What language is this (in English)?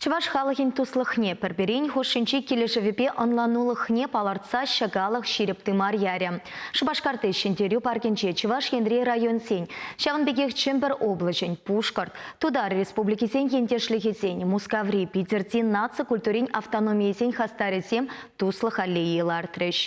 Chuvash